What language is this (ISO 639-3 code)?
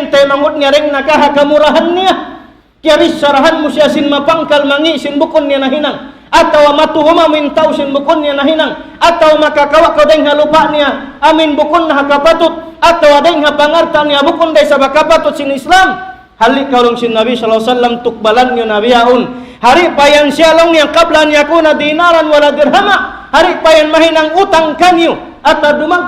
tsg